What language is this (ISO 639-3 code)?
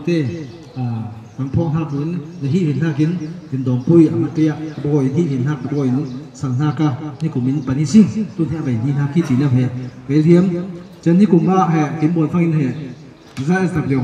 cfm